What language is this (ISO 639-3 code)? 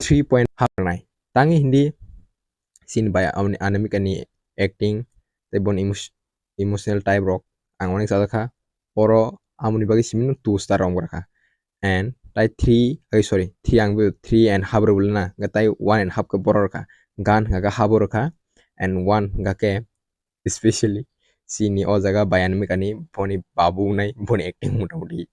trp